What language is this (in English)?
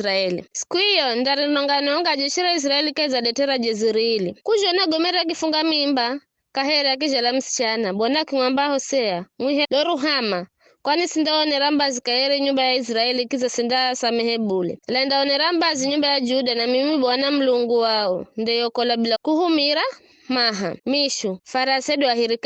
Giryama